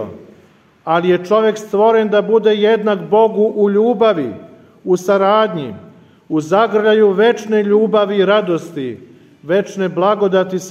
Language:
Serbian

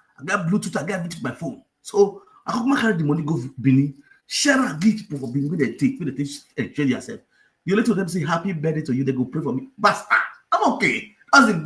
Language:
Nigerian Pidgin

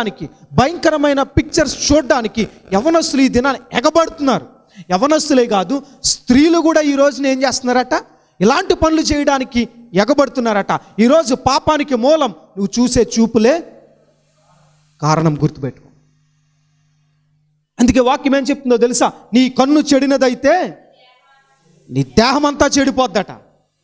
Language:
Telugu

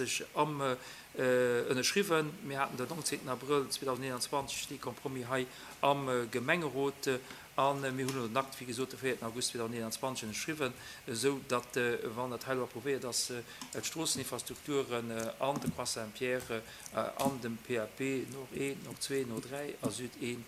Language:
Luxembourgish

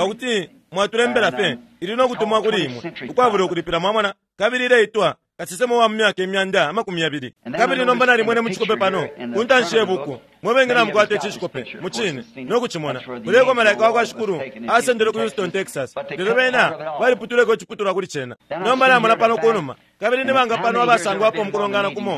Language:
Bemba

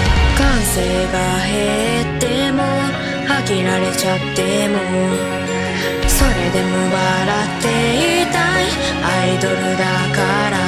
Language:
Japanese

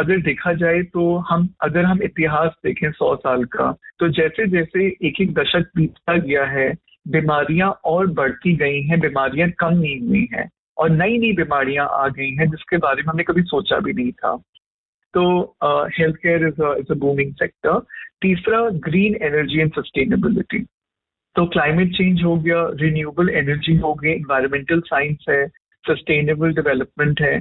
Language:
Hindi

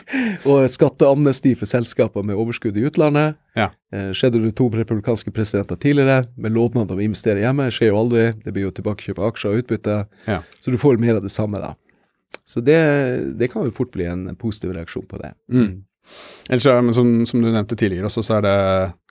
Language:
Norwegian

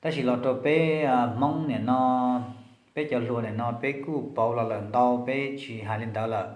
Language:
Hmong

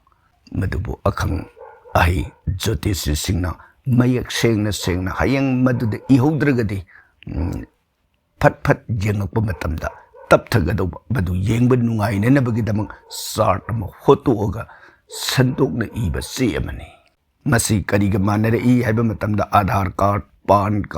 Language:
Manipuri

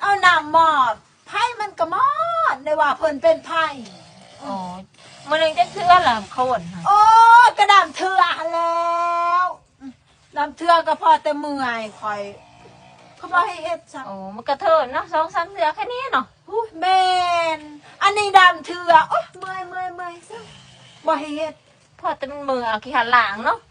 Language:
Lao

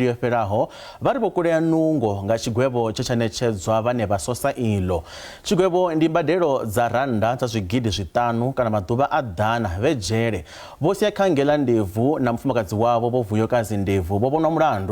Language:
Venda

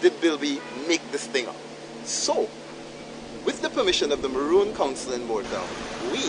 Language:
Jamaican Creole English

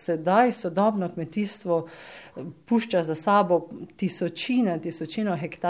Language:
Slovenian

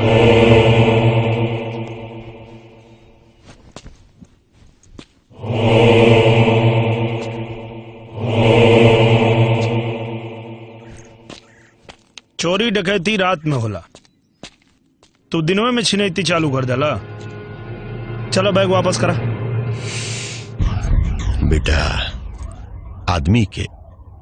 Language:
Bhojpuri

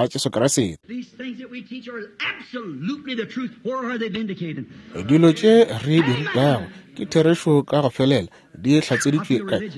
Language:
Northern Sotho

